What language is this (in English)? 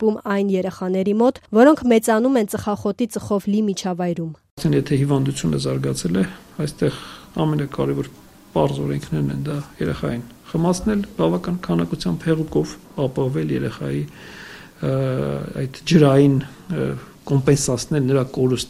Armenian